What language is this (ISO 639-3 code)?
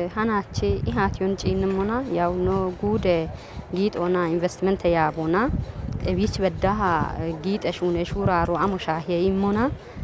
kbr